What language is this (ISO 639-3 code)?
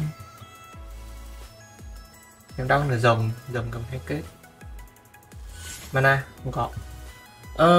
vie